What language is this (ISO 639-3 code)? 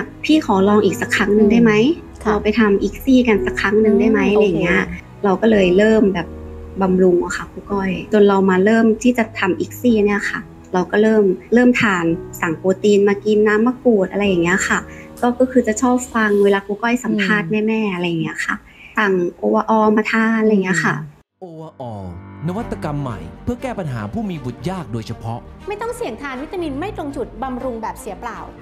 tha